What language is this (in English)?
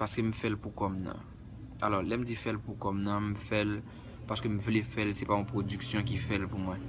Haitian Creole